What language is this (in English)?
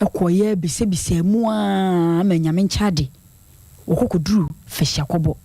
Akan